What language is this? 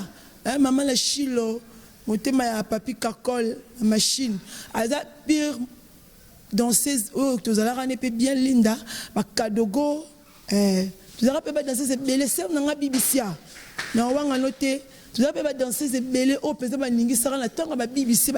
Lingala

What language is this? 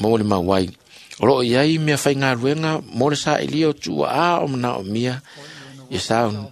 Samoan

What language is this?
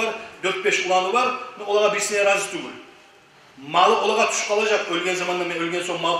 Kumyk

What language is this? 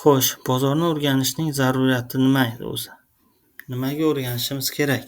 Uzbek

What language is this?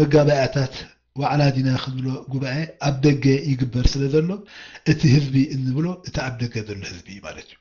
Tigrinya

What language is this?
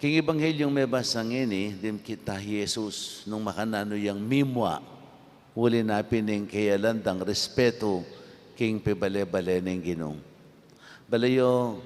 Pampanga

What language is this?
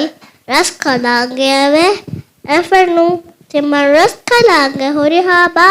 Divehi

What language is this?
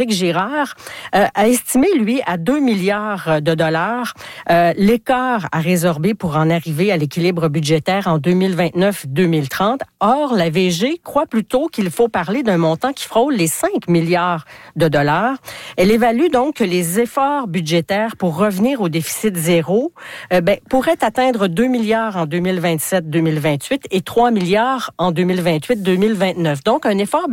French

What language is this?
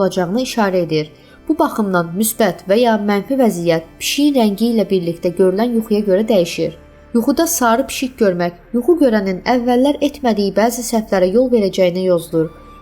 Azerbaijani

